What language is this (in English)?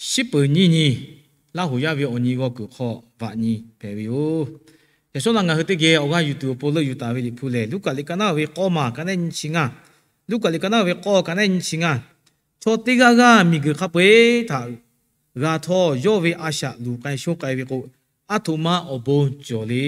Lahu